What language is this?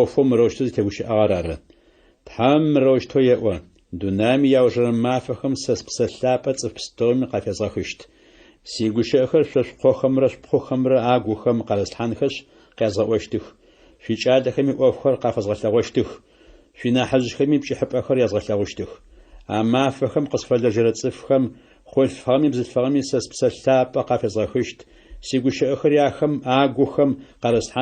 Adyghe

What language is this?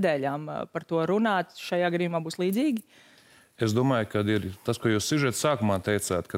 Latvian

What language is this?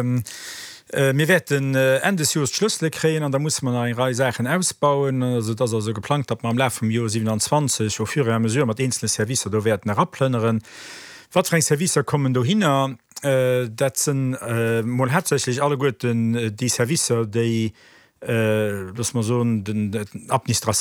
Luxembourgish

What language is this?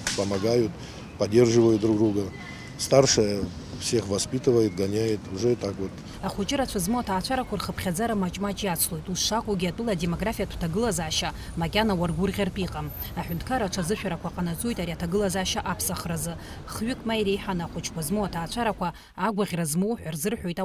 Abkhazian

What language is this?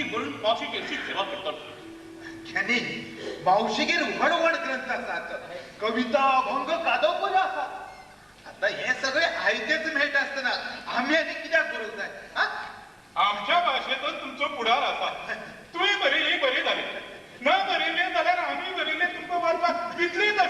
Konkani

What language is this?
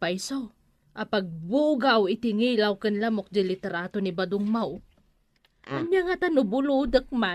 Iloko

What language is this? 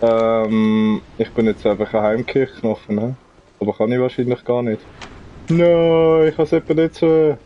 Swiss German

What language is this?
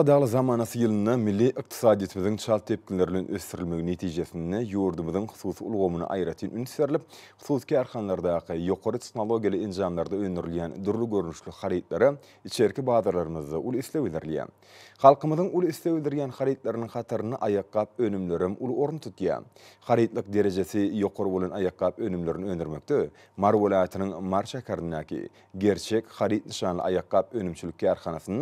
Turkmen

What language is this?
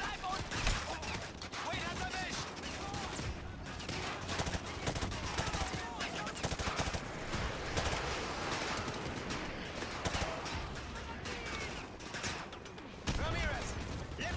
German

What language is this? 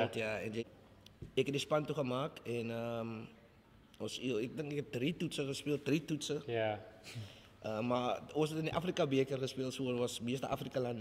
Afrikaans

